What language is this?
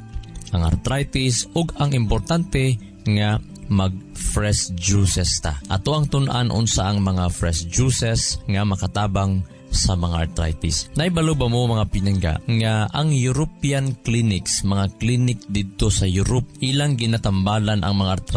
Cebuano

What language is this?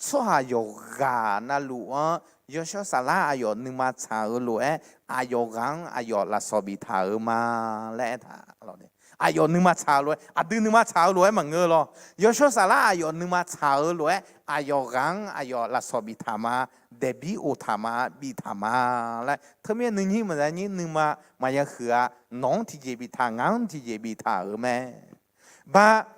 Akha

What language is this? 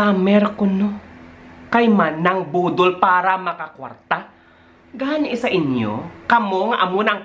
Hiligaynon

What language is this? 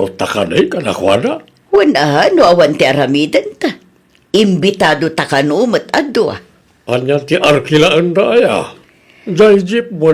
Iloko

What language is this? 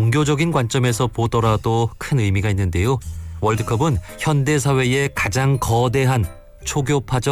Korean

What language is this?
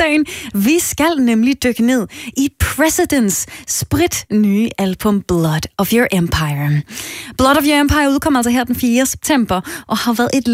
Danish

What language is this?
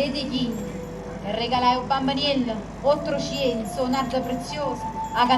Neapolitan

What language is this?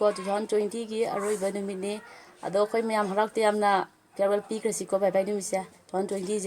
Manipuri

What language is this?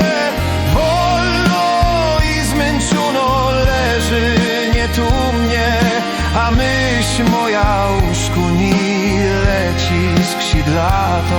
Silesian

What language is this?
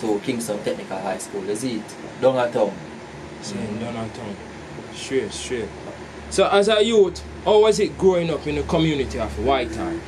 Jamaican Creole English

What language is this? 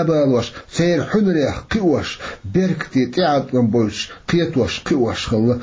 Chechen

